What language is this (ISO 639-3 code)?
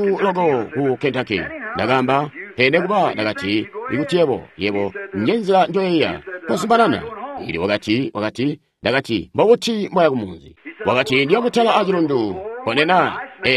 toi